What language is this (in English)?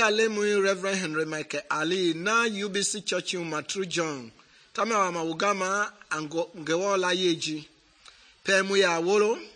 Mende